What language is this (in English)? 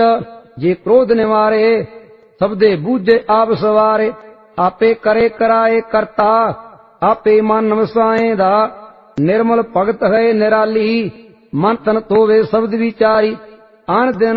Punjabi